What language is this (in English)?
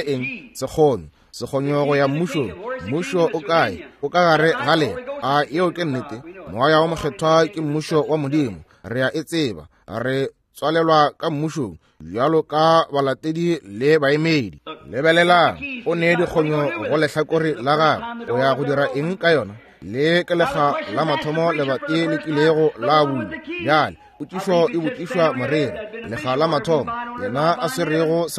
Northern Sotho